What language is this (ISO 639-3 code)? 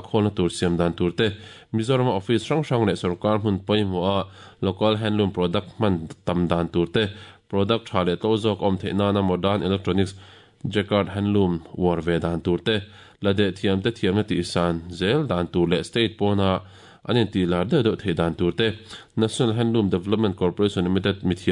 lus